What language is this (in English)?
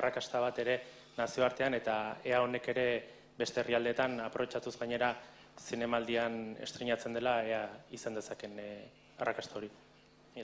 Basque